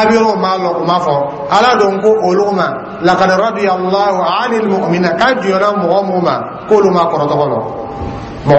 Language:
Dyula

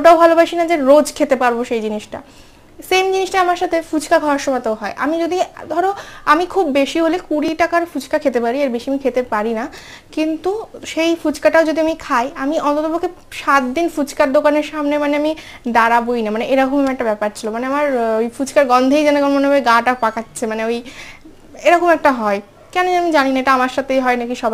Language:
Bangla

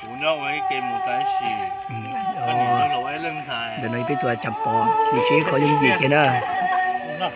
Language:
Hmong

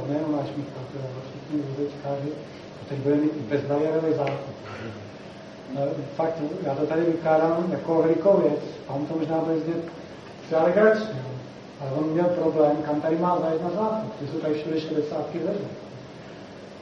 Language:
Czech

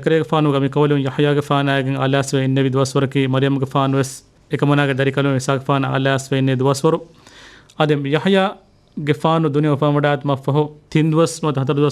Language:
Divehi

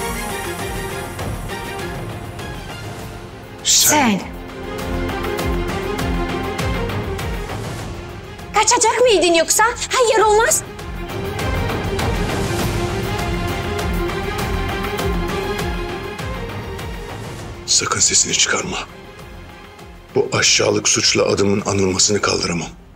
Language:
Turkish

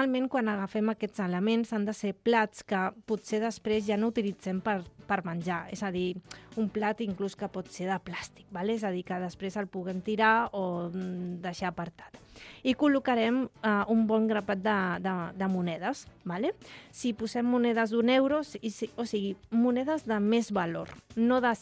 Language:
Catalan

